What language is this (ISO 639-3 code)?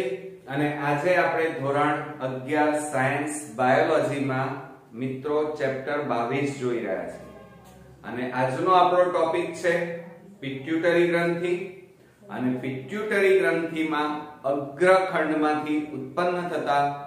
guj